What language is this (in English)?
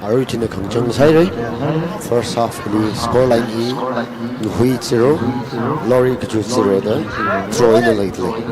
Tangkhul Naga (India)